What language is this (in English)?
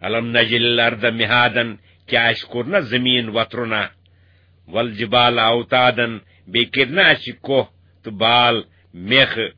Kashmiri